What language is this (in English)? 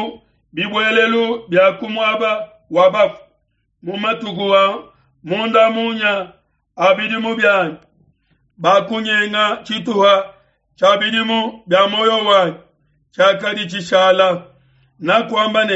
Luba-Lulua